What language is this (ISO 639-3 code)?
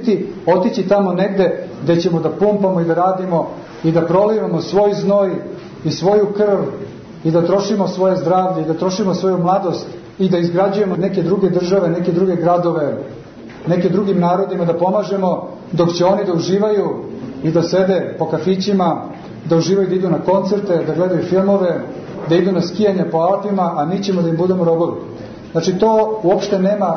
srp